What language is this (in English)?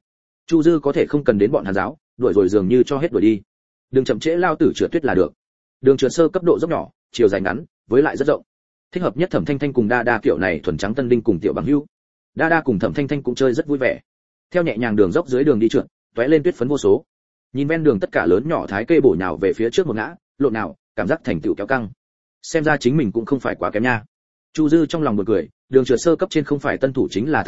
Vietnamese